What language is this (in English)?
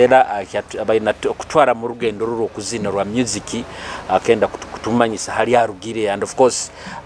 Nyoro